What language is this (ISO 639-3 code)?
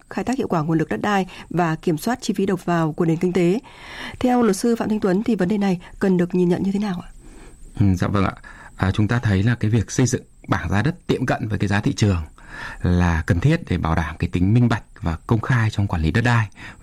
vie